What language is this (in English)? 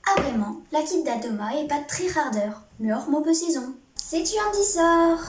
Breton